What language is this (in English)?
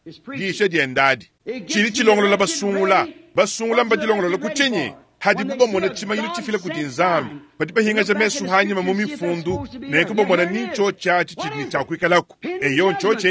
Luba-Lulua